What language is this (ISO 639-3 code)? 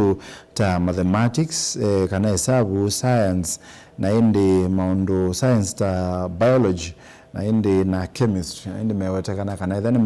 kam